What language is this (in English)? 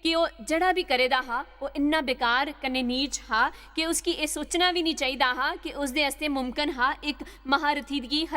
Dogri